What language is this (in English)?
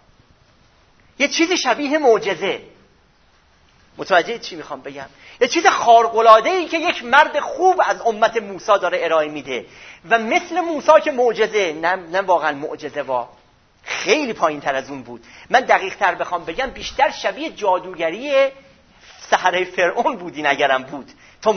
Persian